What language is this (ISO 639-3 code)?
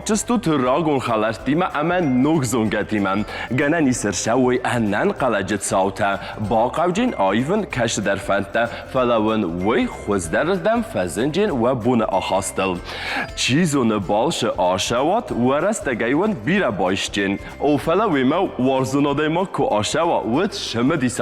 oss